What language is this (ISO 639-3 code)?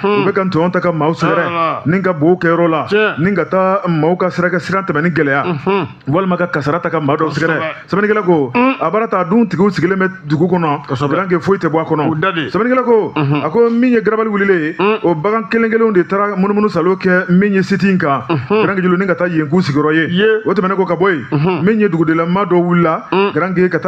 bam